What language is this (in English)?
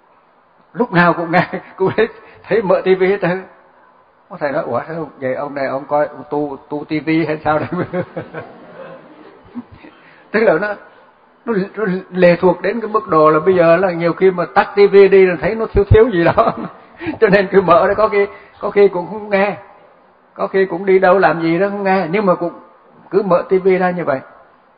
Vietnamese